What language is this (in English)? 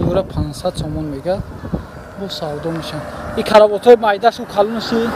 Tajik